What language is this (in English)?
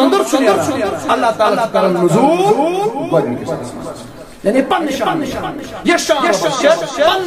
Kashmiri